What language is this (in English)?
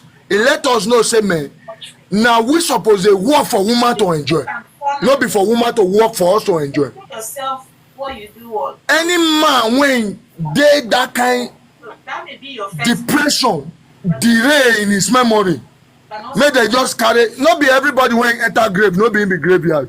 Nigerian Pidgin